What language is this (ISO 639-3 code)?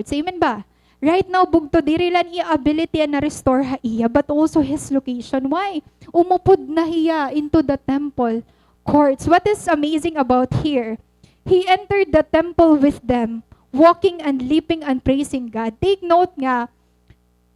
war